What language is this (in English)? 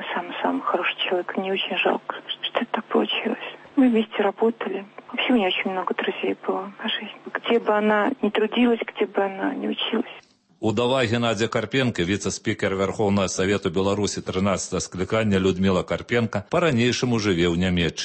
Belarusian